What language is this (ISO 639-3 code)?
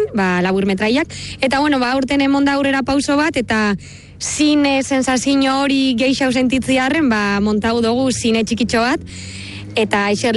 eus